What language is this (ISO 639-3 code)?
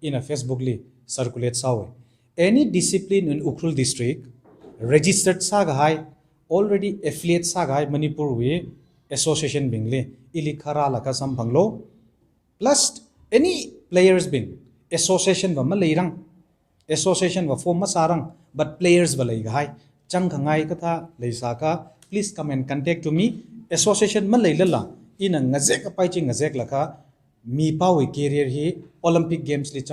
nmf